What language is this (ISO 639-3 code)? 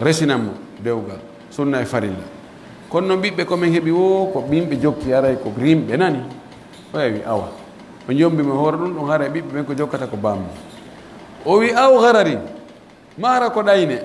fuf